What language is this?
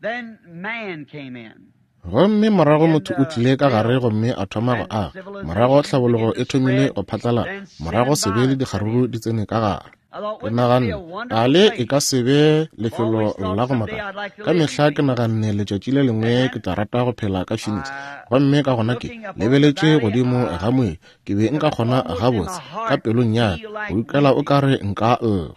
Northern Sotho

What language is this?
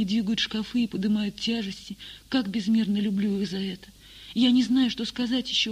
Russian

